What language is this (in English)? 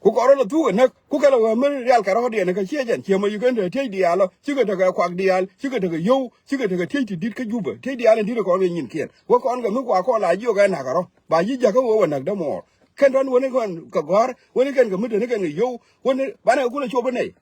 Nuer